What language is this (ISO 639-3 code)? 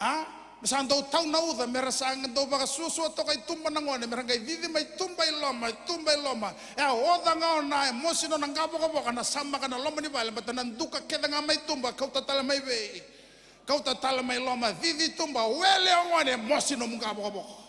fij